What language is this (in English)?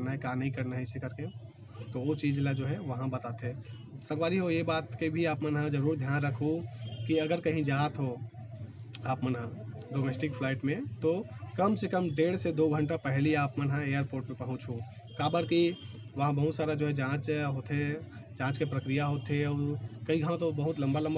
Chhattisgarhi